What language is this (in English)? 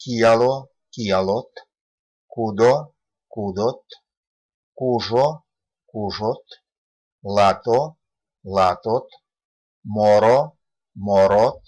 Erzya